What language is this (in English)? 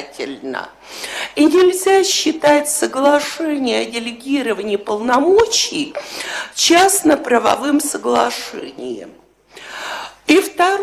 Russian